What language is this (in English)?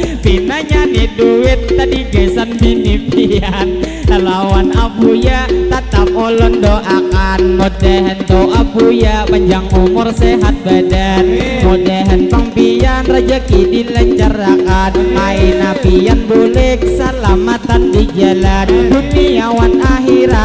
Banjar